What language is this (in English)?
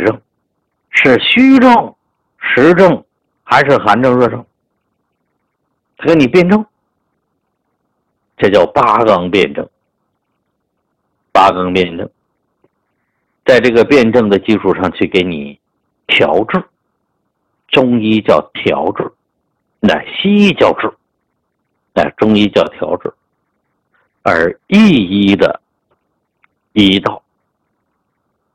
Chinese